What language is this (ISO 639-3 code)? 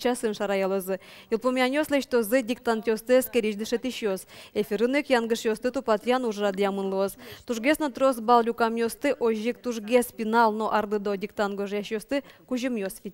udm